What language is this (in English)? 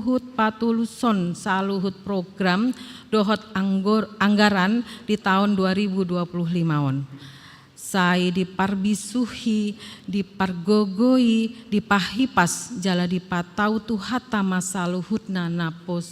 Batak Toba